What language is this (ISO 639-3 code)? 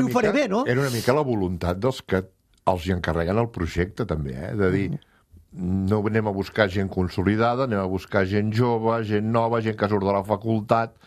cat